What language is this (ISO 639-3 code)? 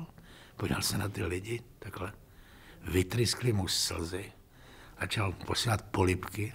ces